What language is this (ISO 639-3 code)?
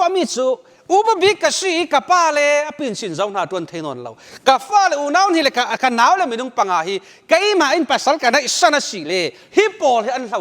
cfm